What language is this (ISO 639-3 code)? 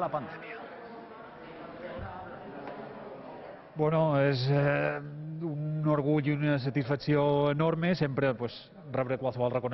cat